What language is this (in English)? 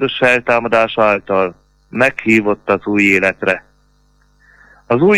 Hungarian